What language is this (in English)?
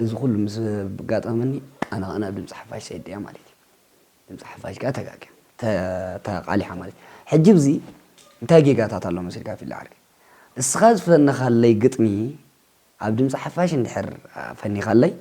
Tigrinya